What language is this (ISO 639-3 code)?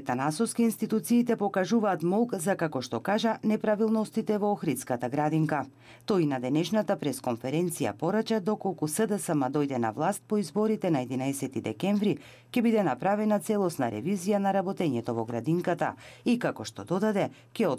mkd